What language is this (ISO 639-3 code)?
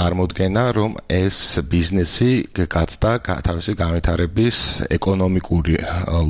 kat